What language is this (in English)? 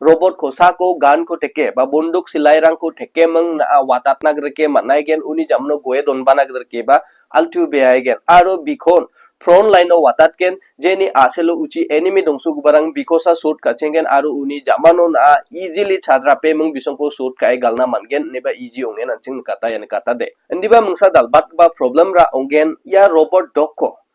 Garo